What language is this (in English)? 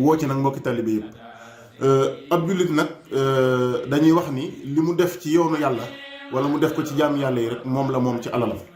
Wolof